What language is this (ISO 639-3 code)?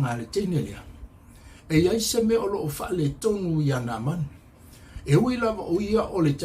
smo